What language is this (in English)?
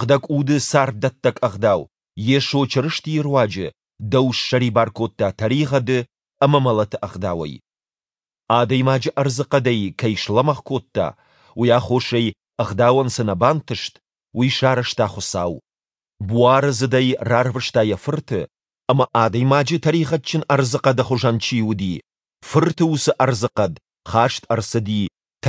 Ossetic